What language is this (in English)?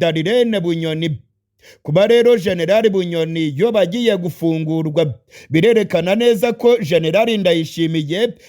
Rundi